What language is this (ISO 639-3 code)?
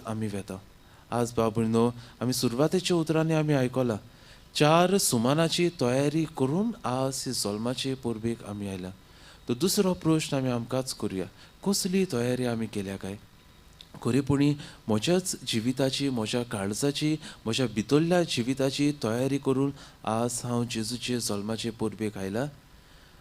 kok